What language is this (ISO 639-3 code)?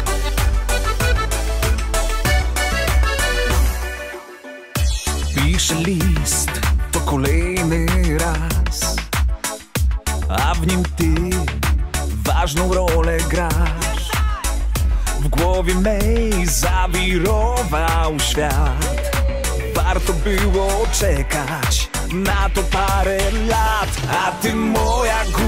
pol